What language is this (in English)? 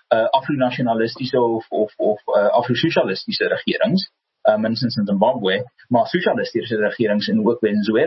Afrikaans